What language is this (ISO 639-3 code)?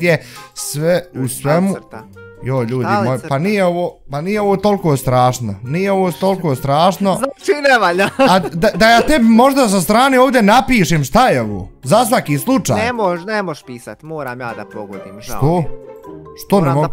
bos